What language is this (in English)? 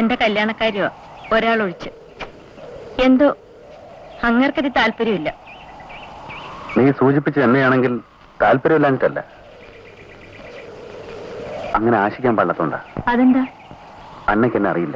Malayalam